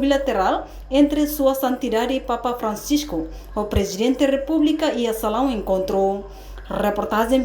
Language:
Tetum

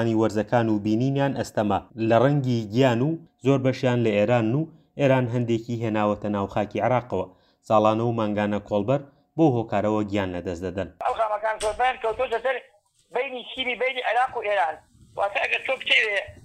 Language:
Central Kurdish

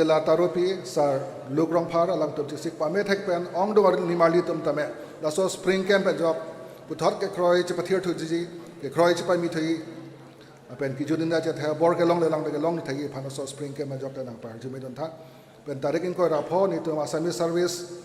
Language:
Karbi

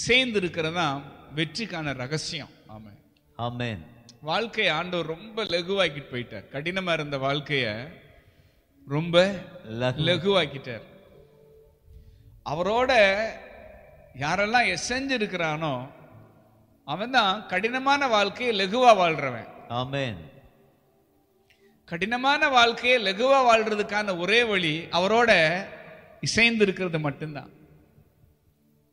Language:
Tamil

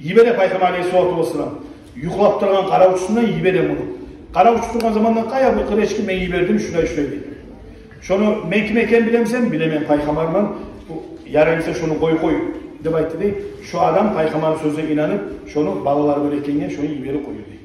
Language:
Kumyk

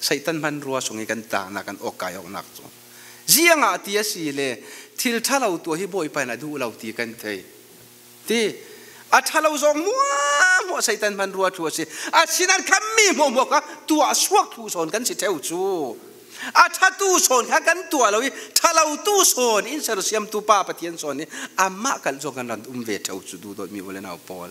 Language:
Falam Chin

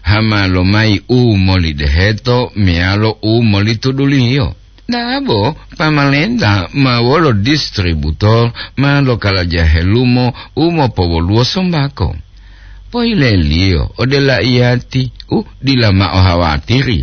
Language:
Gorontalo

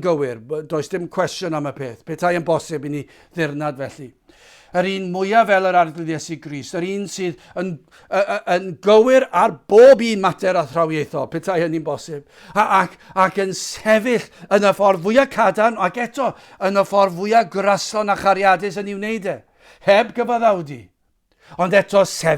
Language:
Welsh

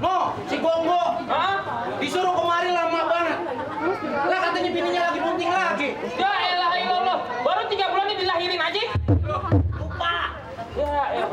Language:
Betawi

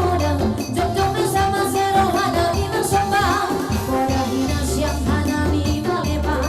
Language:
Batak Simalungun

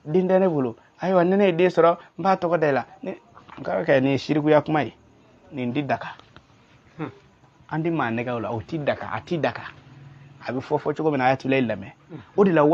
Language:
Bambara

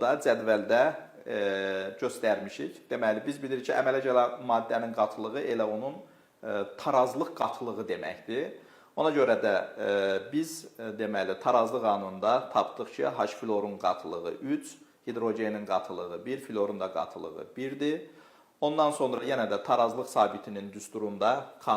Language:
Azerbaijani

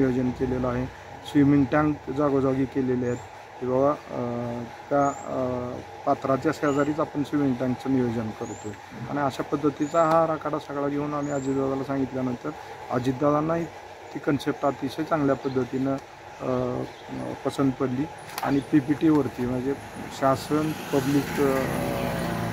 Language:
Marathi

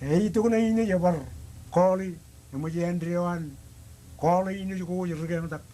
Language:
Marshallese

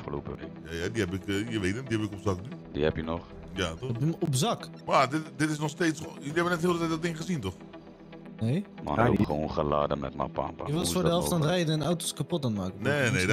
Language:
Dutch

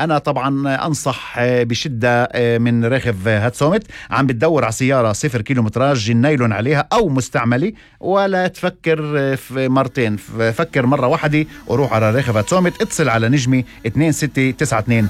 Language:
North Levantine Arabic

